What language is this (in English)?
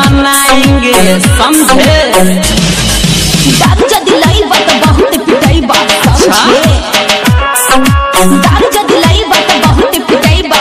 Bhojpuri